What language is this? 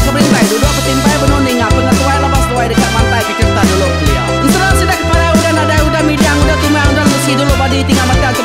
Iban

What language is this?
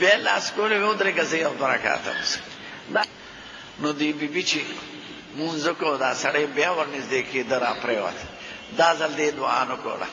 Pashto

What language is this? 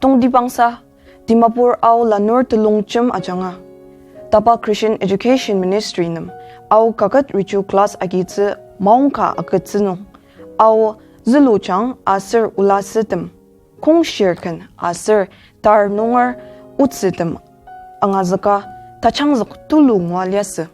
Ao Naga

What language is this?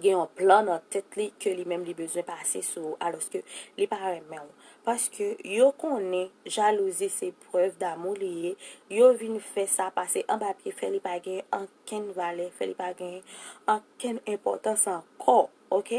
Haitian Creole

